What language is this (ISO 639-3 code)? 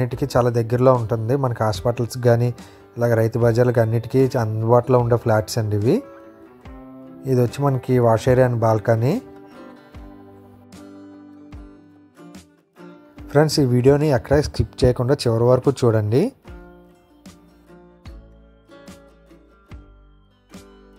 tel